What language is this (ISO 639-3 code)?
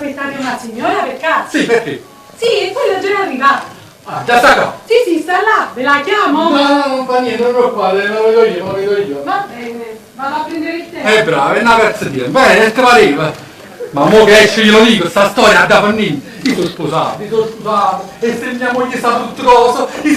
nap